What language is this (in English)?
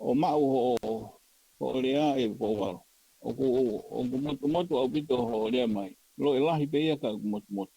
Tongan